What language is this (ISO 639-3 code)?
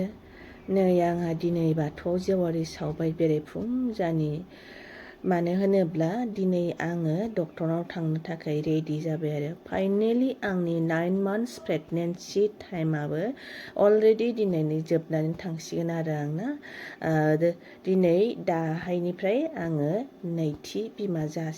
brx